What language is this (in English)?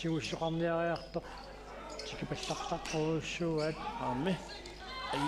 Kalaallisut